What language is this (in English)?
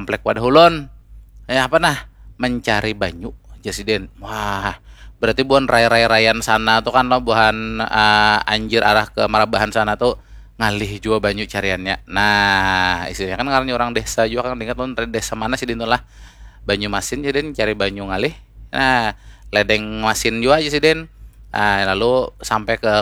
Banjar